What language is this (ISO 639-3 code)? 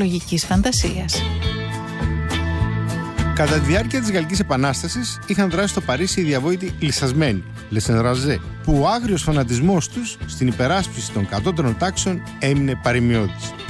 ell